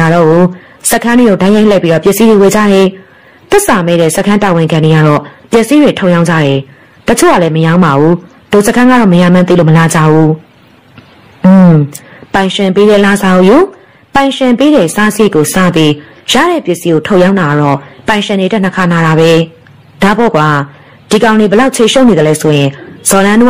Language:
Burmese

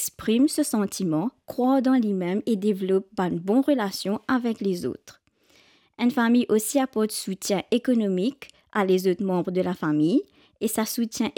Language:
Morisyen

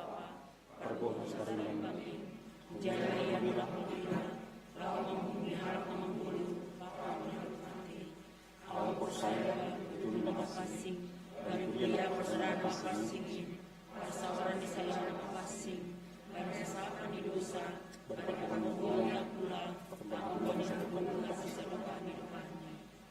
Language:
Batak Simalungun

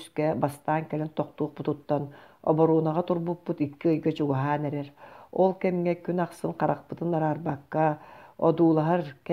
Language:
Yakut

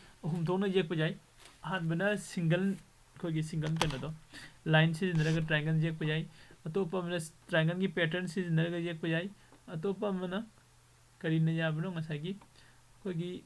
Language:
Manipuri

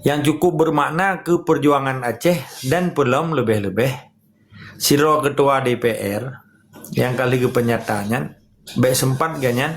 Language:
Achinese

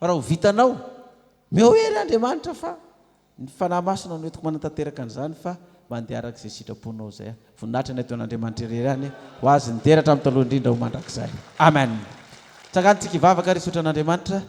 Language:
Malagasy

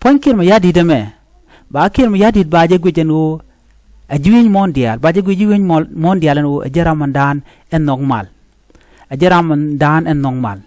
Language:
Nuer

